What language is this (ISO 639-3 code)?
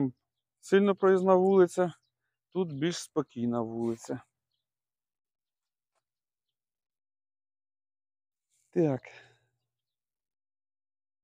ukr